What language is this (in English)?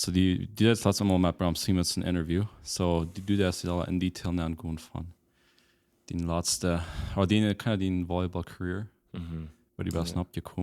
Plautdietsch